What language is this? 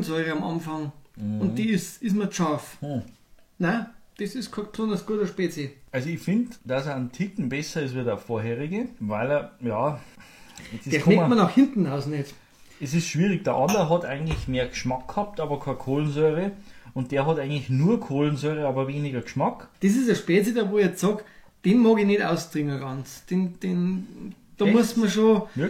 Bavarian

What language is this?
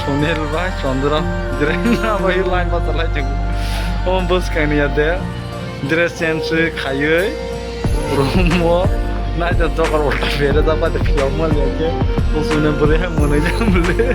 Kok Borok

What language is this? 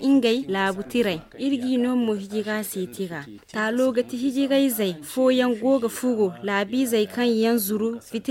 Zarma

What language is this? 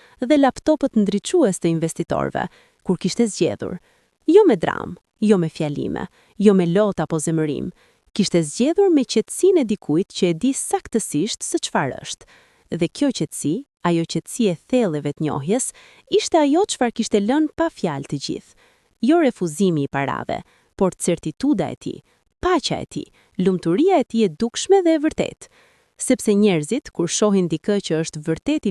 Albanian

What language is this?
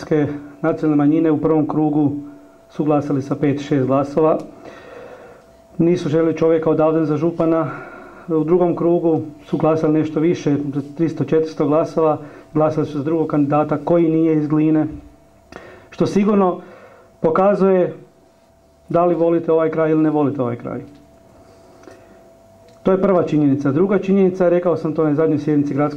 Croatian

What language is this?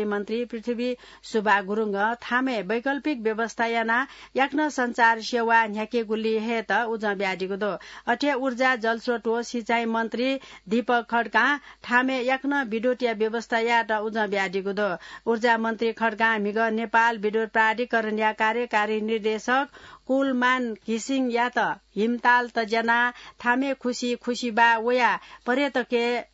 Newari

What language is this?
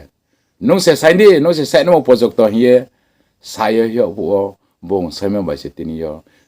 Riang (India)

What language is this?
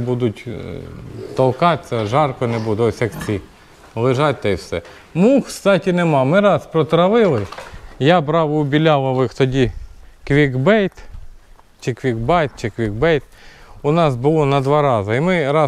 Ukrainian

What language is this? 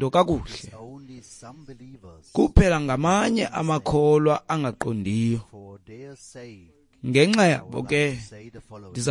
Xhosa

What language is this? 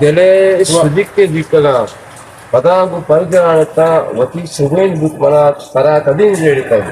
Eastern Balochi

